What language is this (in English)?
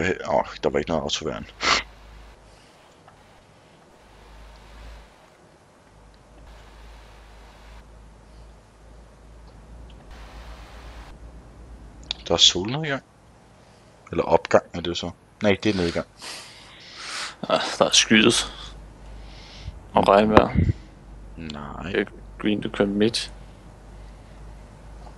Danish